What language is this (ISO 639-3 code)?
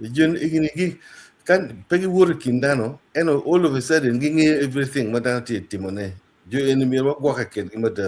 ach